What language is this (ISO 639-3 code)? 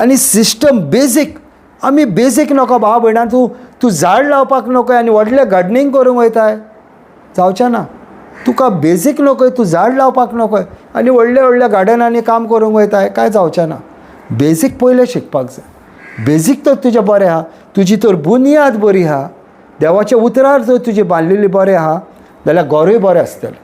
kok